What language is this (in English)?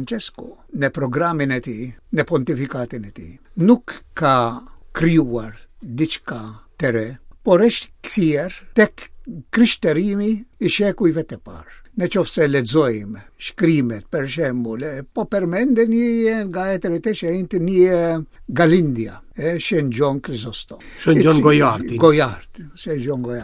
Albanian